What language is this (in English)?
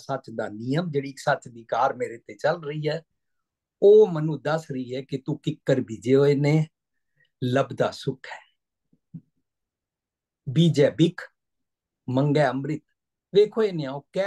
Punjabi